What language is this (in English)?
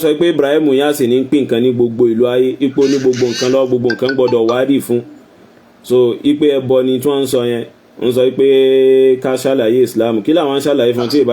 Yoruba